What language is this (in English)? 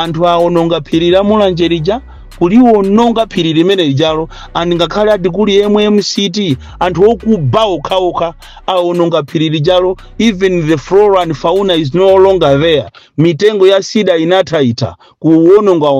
Nyanja